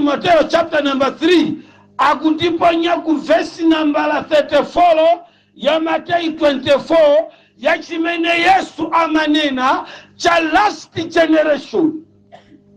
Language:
Nyanja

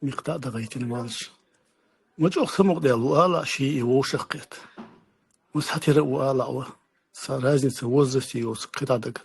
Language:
Chechen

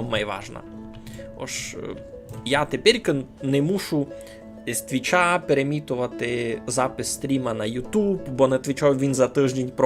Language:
Rusyn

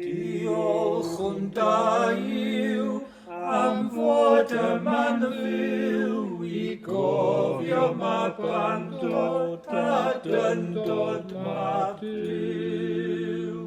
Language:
Welsh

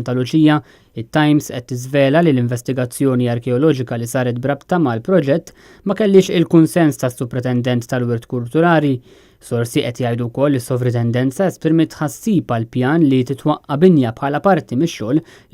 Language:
Maltese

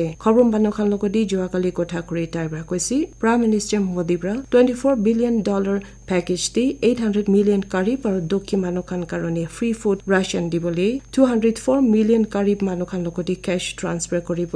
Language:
Naga Pidgin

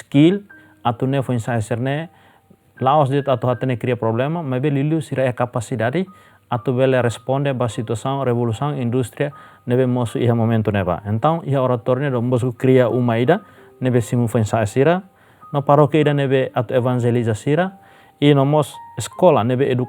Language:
Tetum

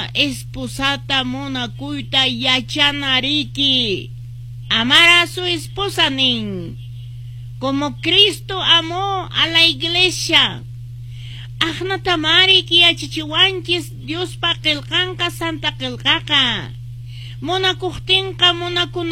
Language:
Quechua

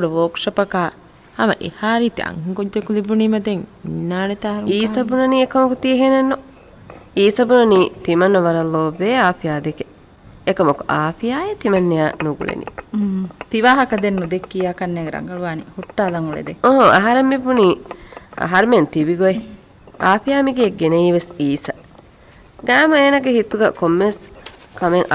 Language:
Divehi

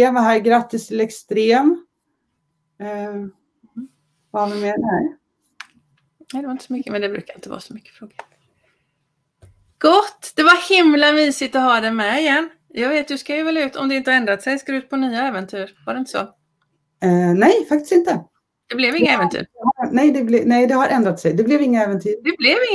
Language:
Swedish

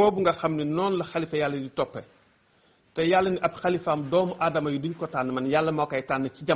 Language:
Wolof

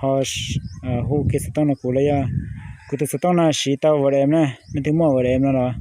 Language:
Hmong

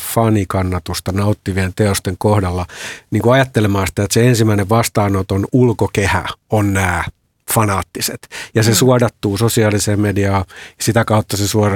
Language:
Finnish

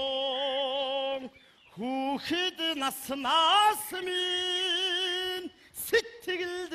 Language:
Mongolian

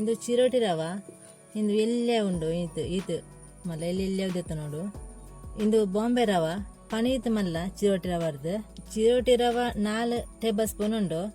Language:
Tulu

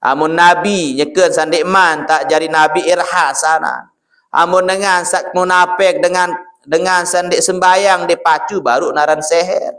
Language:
Sasak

